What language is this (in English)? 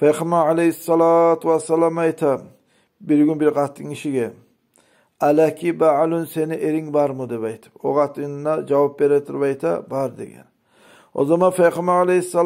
Kumyk